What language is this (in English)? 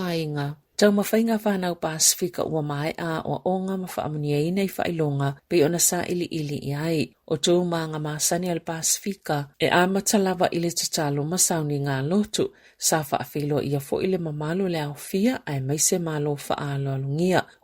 Samoan